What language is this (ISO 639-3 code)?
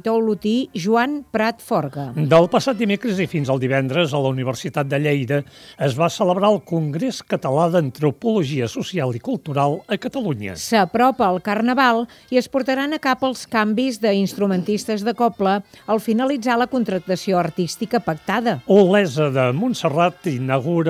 cat